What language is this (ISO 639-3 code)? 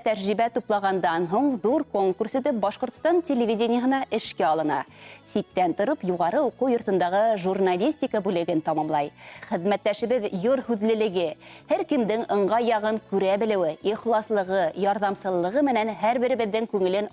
bak